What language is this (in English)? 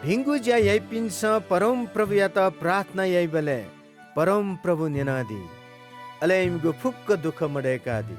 Newari